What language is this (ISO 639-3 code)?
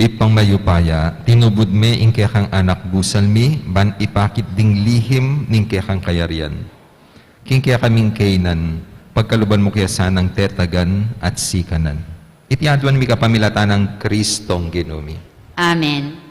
pam